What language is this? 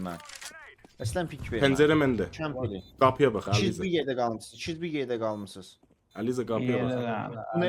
South Azerbaijani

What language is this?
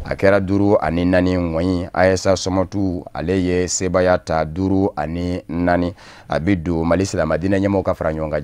Bambara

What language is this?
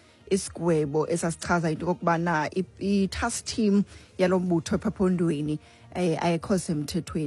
Xhosa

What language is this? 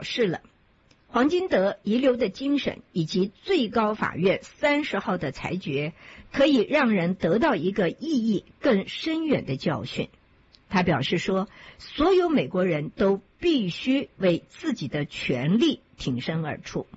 Chinese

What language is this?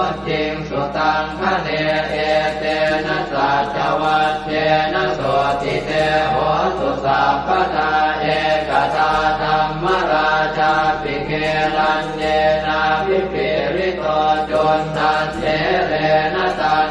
Pali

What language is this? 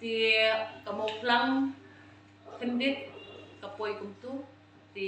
Khasi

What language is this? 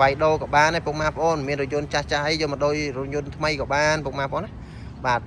Khmer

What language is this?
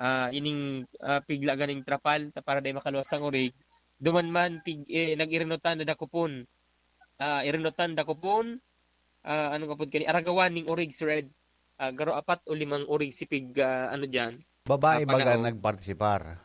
Bikol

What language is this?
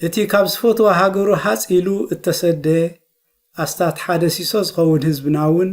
Tigrinya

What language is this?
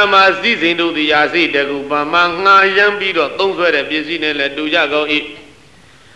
Burmese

